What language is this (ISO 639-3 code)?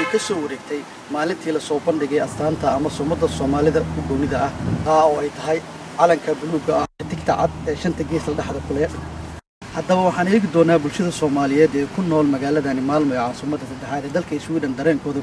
som